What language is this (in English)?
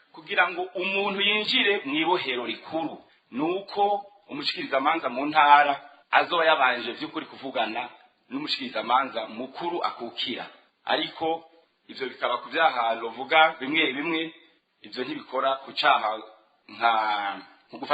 Rundi